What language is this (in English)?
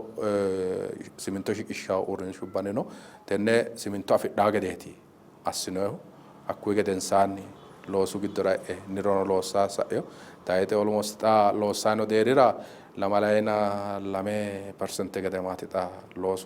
Sidamo